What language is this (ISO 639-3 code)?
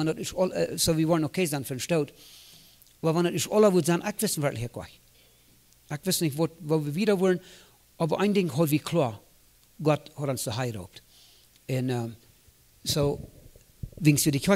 pdt